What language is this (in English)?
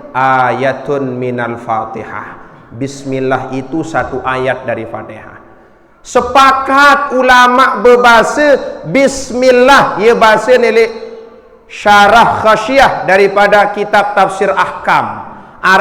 Sasak